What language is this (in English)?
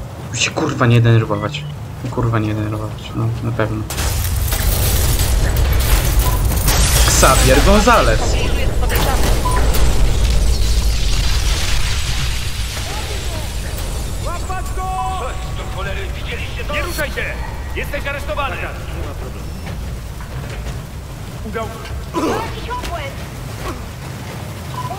Polish